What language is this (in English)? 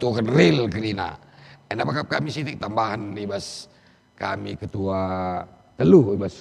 Batak Karo